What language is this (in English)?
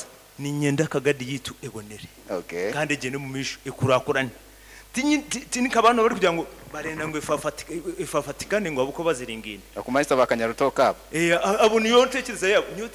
Nyoro